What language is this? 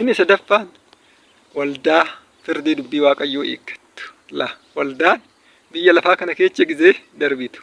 Oromo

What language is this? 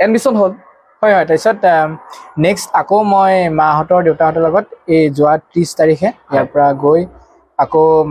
Assamese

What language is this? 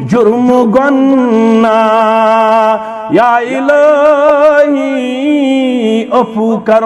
Kashmiri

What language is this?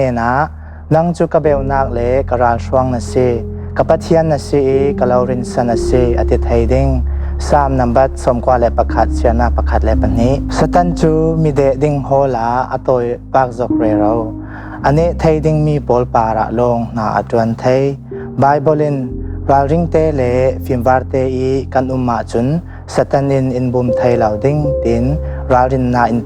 Falam Chin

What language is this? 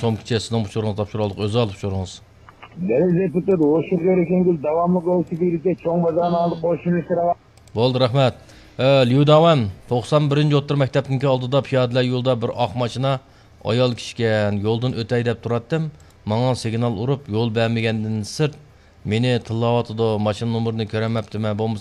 Uyghur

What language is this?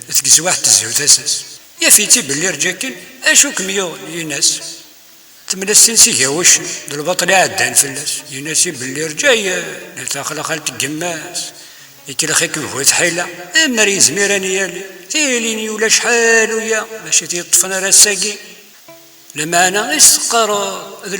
Kabyle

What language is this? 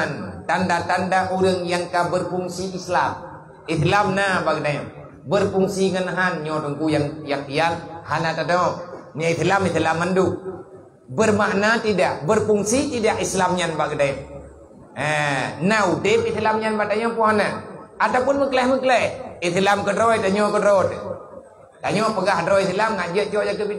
Achinese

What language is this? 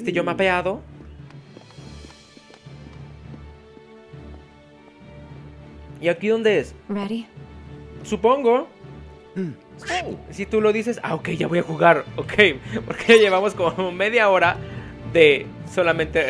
Spanish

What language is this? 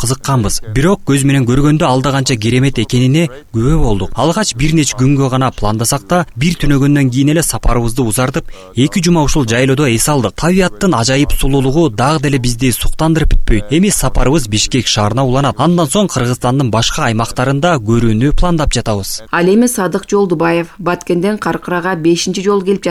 Kyrgyz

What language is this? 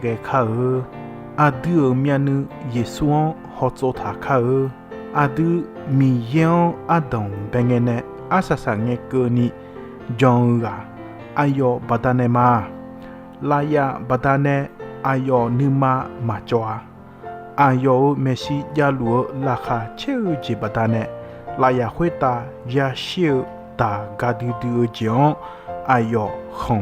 Akha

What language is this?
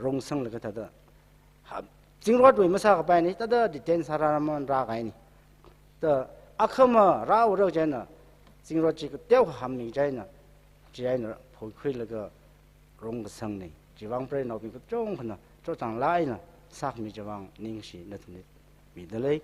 Tangkhul Naga (India)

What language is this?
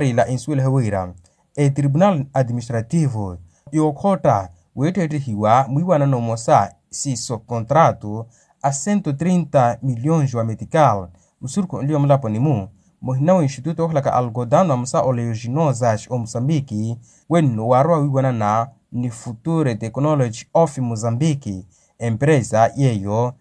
Makhuwa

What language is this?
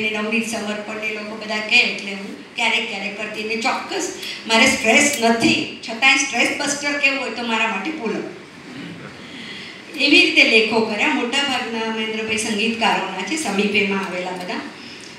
Gujarati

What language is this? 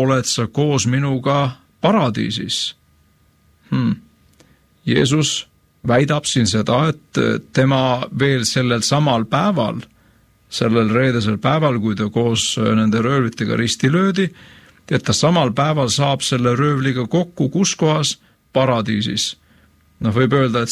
Estonian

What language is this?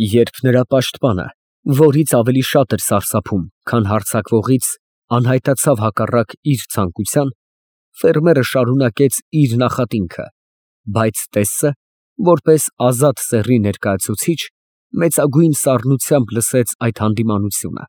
Armenian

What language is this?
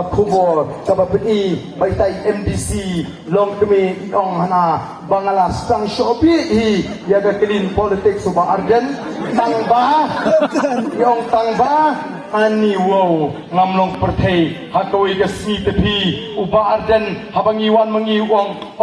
Khasi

